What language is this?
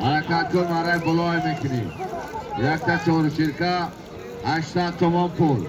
Tajik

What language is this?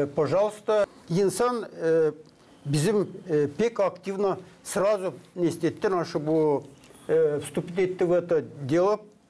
Gagauz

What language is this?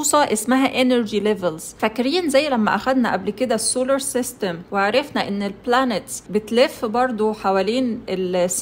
Egyptian Arabic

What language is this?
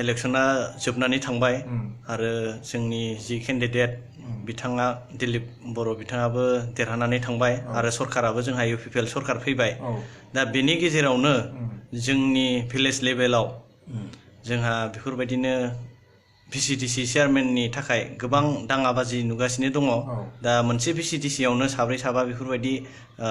Bodo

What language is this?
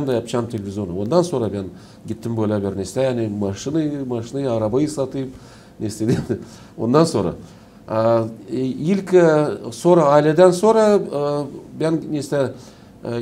Gagauz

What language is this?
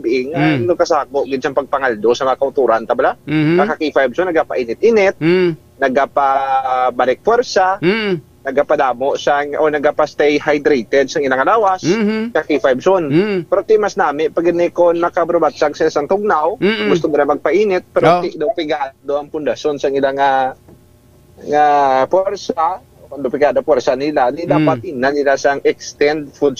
Hiligaynon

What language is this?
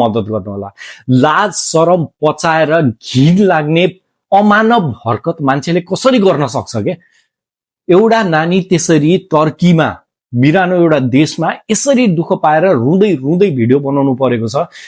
Nepali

